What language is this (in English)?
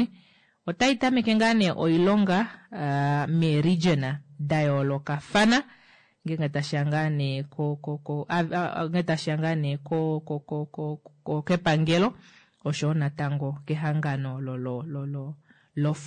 Kuanyama